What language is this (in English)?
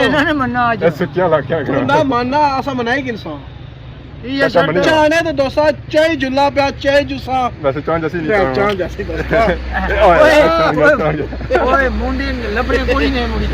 Pahari-Potwari